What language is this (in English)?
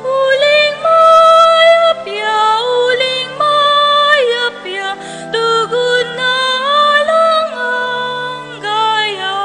Pampanga